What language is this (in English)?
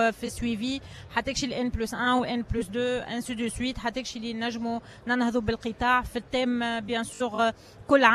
Tunisian Arabic